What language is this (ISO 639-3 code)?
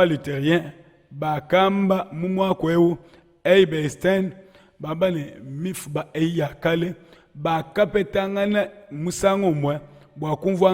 lua